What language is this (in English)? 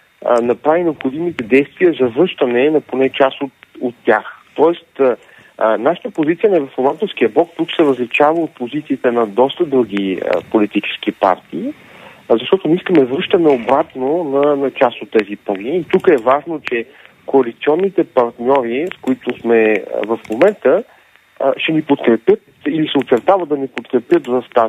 Bulgarian